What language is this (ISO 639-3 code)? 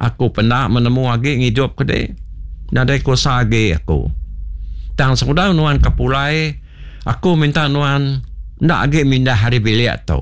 iba